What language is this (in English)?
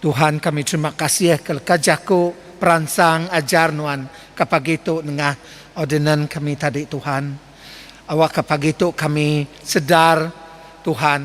Iban